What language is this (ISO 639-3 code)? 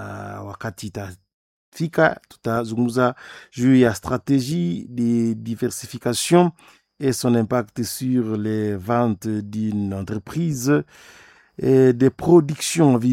swa